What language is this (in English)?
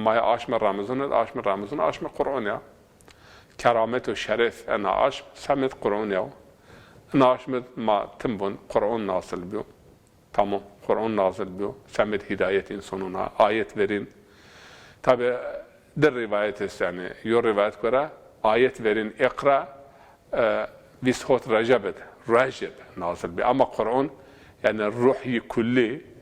Zaza